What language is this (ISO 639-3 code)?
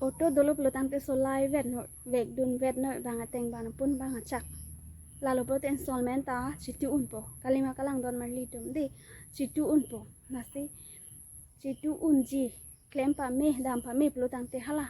mjw